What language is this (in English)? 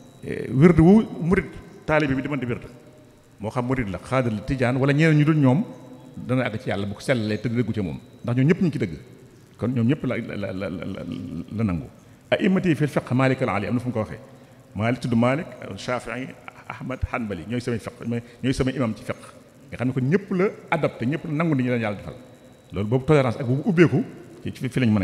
Wolof